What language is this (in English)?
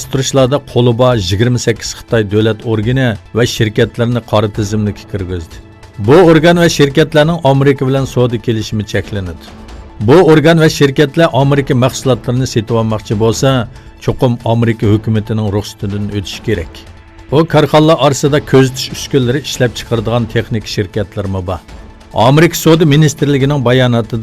Uyghur